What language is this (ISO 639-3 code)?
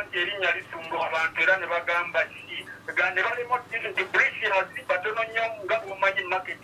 lug